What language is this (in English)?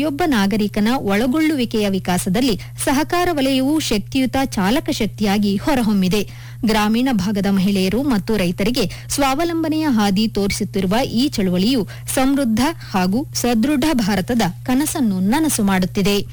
Kannada